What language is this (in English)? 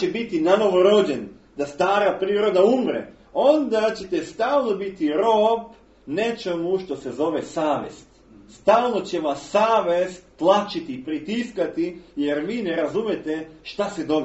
Serbian